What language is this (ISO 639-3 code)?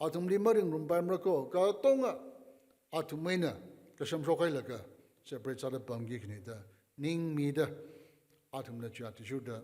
nmf